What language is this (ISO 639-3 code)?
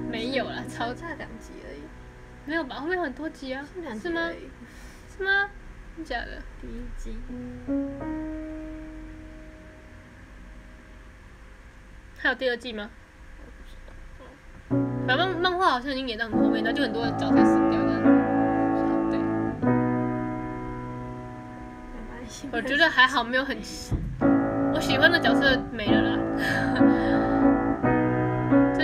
zho